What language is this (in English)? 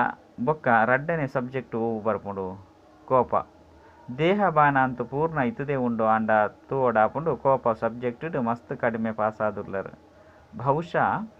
Tulu